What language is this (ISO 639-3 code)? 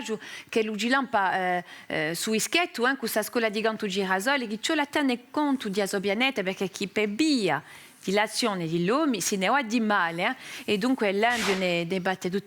cos